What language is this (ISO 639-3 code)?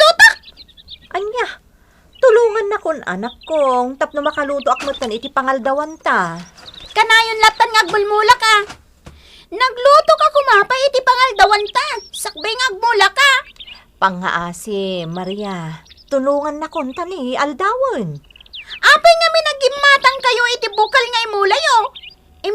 ilo